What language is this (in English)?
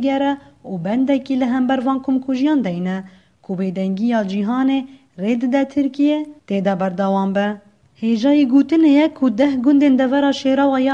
Kurdish